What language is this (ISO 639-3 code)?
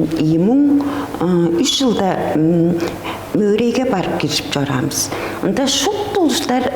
tyv